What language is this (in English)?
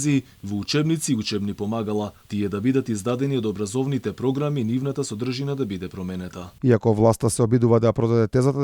Macedonian